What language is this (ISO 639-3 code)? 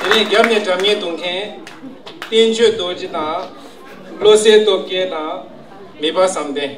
bod